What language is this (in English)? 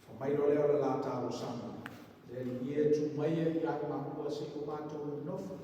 Samoan